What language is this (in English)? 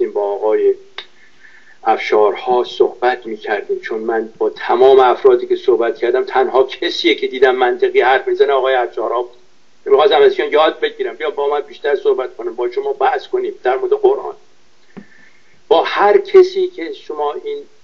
Persian